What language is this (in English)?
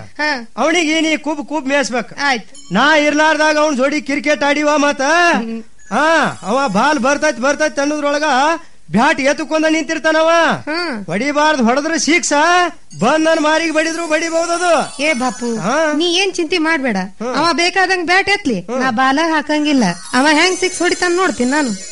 Kannada